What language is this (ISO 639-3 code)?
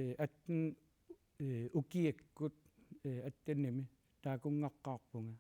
kal